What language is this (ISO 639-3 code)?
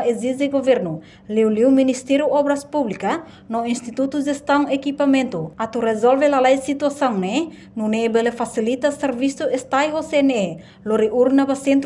tet